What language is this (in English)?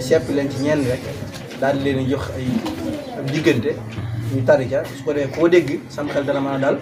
Wolof